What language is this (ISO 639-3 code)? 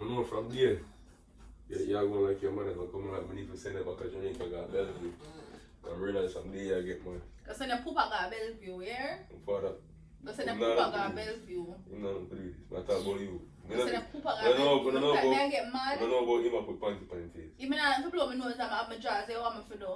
jam